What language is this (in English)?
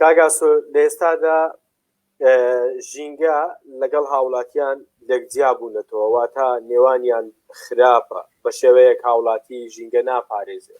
Central Kurdish